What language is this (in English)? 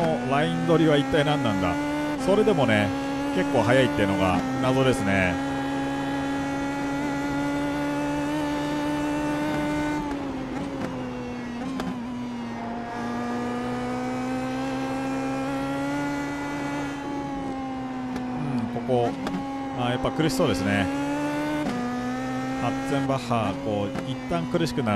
Japanese